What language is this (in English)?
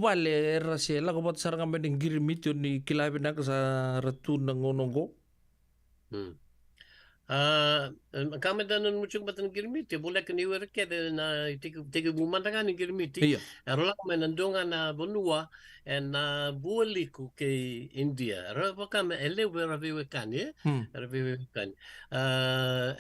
Fijian